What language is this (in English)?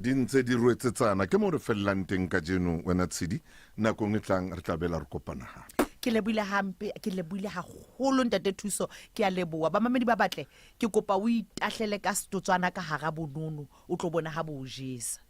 Southern Sotho